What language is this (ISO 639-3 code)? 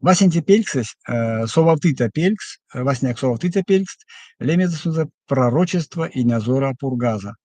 myv